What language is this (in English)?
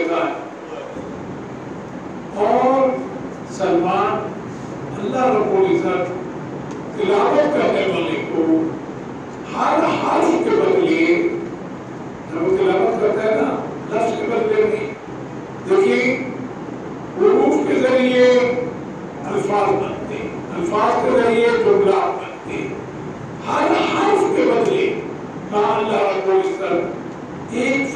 Urdu